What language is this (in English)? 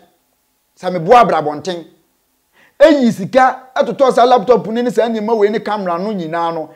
Akan